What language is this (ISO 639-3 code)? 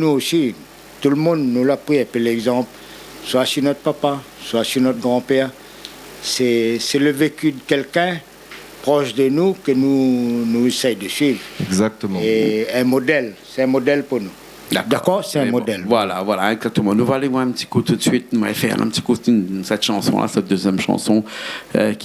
rcf